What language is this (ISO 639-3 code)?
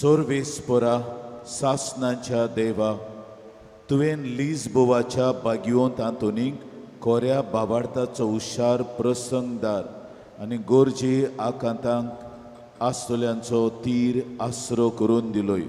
kok